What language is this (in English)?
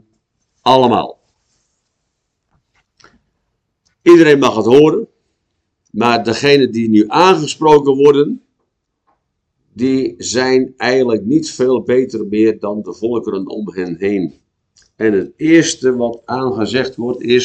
Dutch